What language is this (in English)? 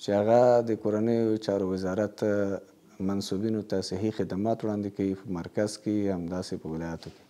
Pashto